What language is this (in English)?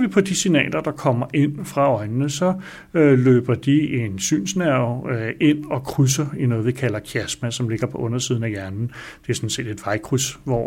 Danish